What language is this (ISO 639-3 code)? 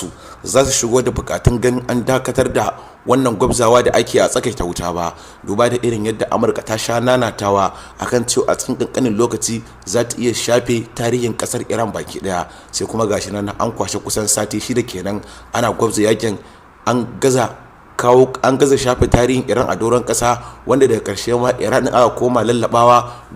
hau